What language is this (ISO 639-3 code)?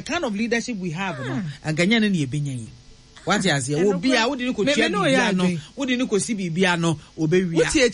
aka